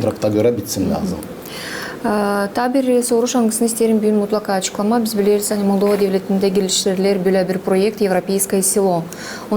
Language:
Gagauz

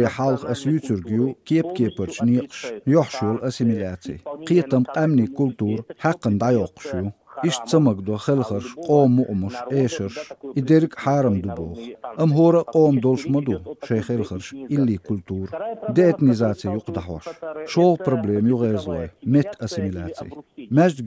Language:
Chechen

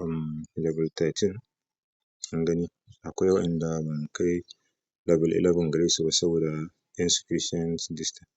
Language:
Hausa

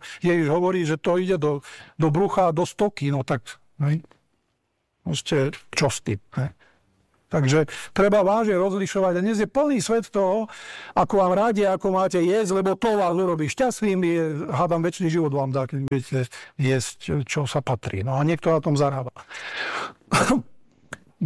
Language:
Slovak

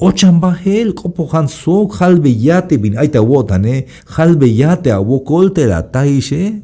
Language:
Tzeltal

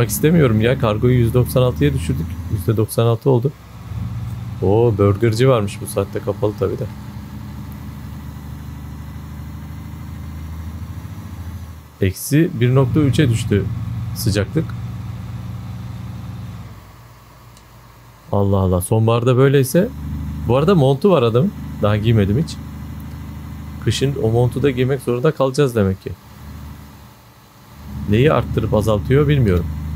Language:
Turkish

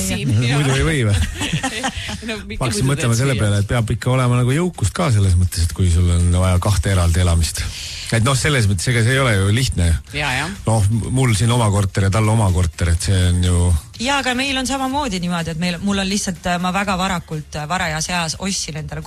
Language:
Estonian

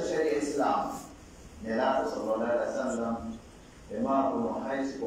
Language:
Fula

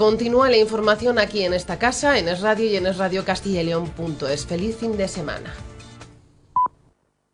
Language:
Spanish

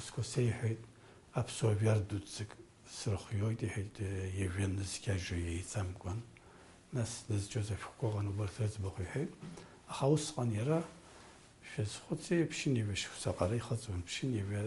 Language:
Abkhazian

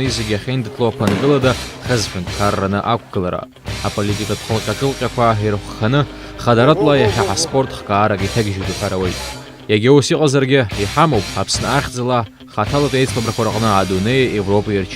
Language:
Abkhazian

